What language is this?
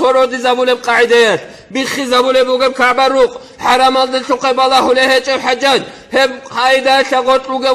Avaric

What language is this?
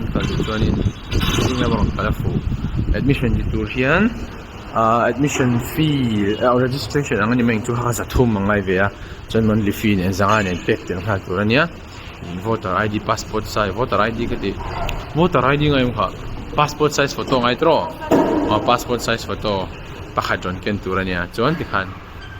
Mizo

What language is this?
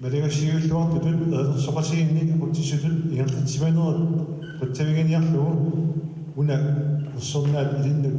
Kalaallisut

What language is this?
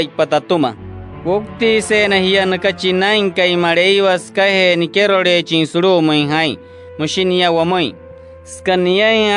Wayuu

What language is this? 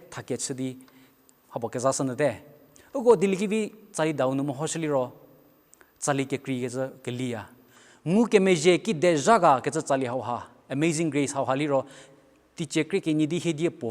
Angami Naga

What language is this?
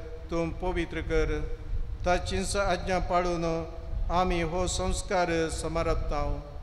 Konkani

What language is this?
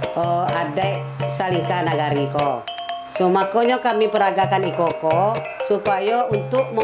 Minangkabau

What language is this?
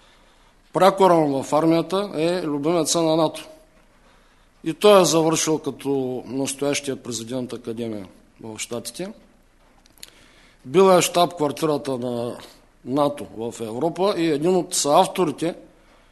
Bulgarian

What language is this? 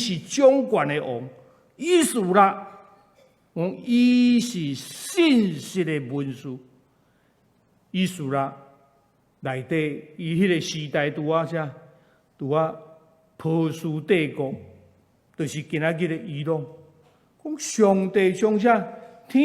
Min Nan Chinese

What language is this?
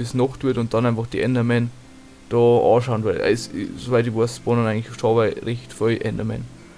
Bavarian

